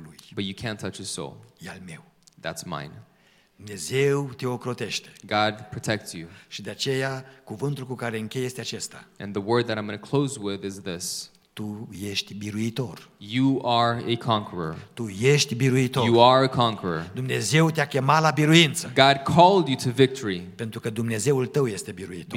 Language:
Romanian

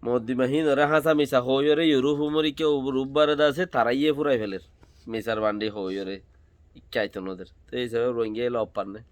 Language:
Rohingya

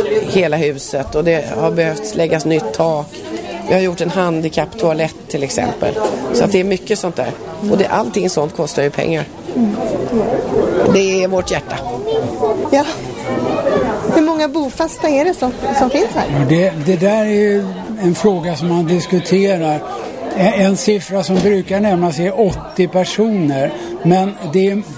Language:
Swedish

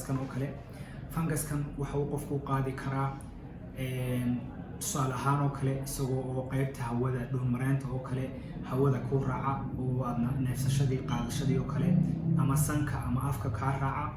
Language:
Somali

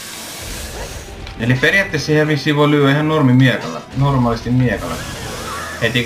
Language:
Finnish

